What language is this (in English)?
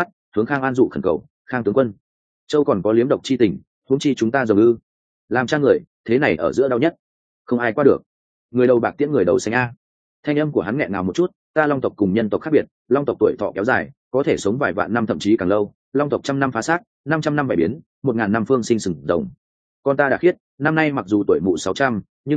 Vietnamese